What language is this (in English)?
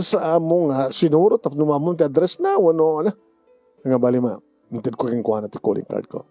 Iloko